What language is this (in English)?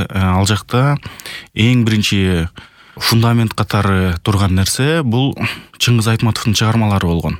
Kyrgyz